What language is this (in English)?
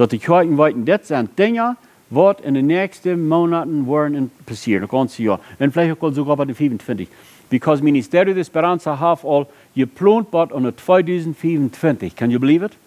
Plautdietsch